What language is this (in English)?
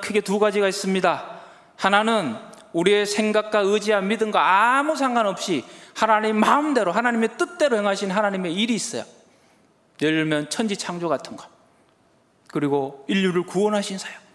Korean